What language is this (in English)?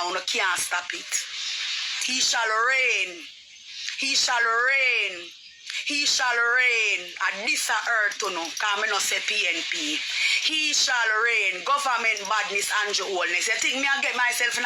Jamaican Creole English